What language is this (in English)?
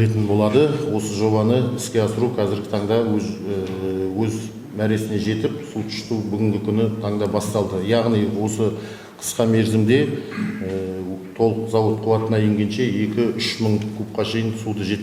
Kazakh